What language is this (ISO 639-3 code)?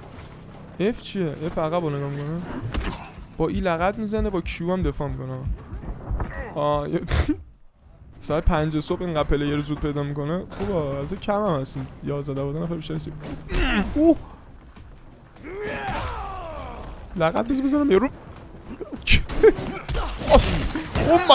fas